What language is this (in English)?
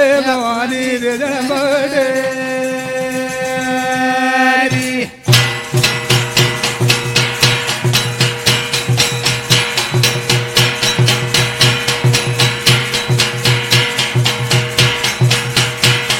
Lambadi